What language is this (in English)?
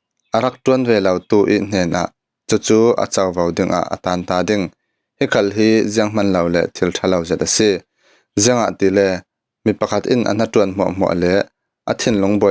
Falam Chin